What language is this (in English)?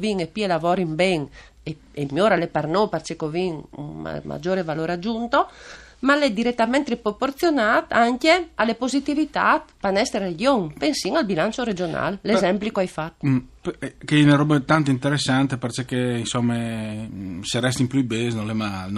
Friulian